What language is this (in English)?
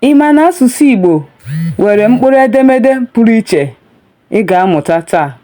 Igbo